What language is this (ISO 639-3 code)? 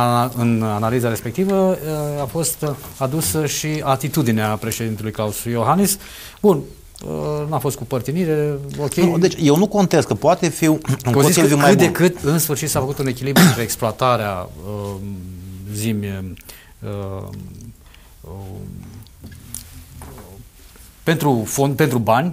ron